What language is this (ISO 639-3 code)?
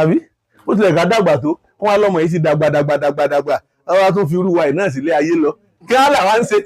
yor